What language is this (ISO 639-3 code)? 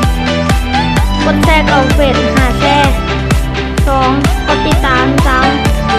lao